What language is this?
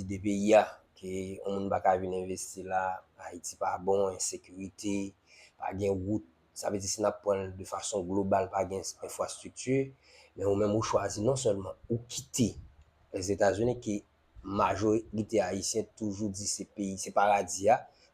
Haitian Creole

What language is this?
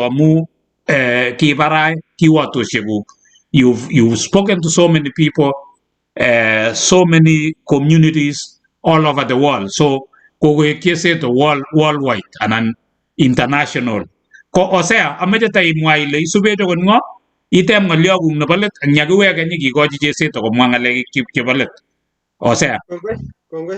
Kalenjin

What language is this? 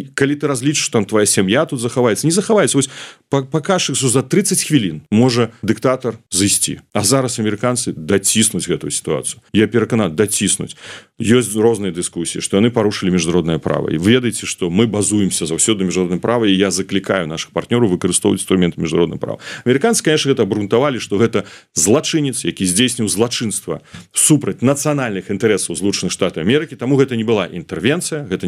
Belarusian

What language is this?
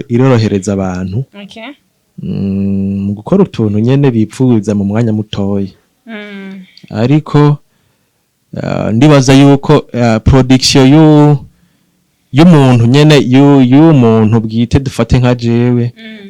Rundi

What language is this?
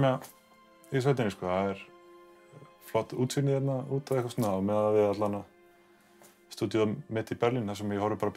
Icelandic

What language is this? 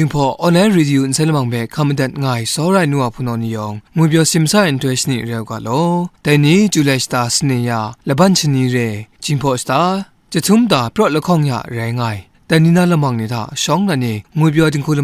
Kachin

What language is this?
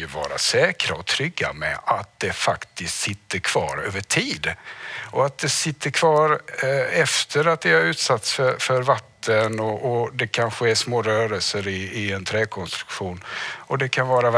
Swedish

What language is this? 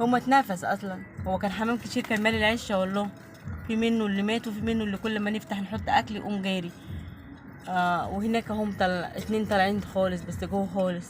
Egyptian Arabic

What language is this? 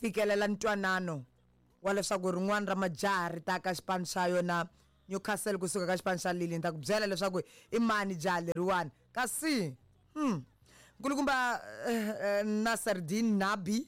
Tsonga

